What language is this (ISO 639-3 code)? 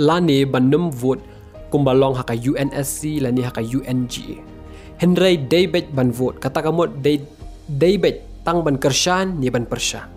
kha